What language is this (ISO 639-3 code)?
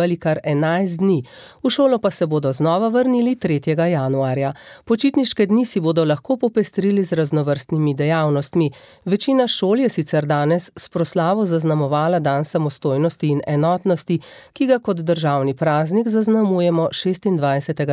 slv